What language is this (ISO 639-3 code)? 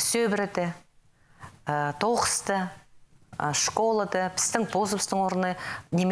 kjh